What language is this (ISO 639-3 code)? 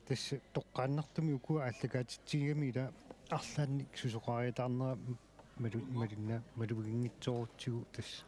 kal